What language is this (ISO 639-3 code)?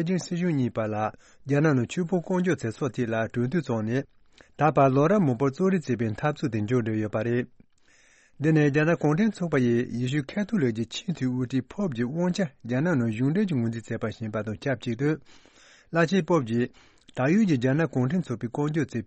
bod